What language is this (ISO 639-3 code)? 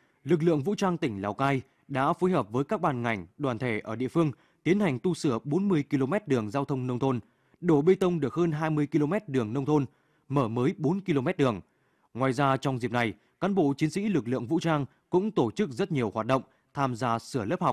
vie